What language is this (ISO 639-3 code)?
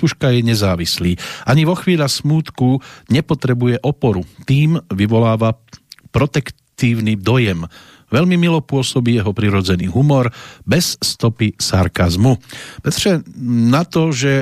slk